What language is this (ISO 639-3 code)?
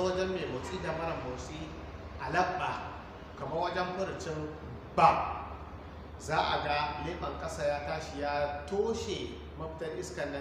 hau